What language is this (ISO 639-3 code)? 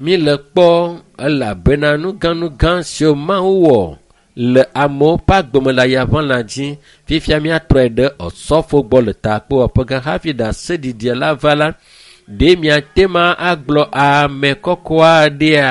ewe